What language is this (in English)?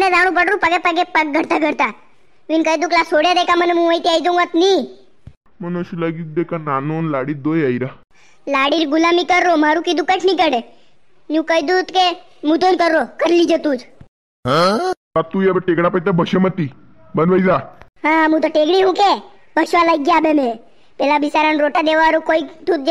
Rajasthani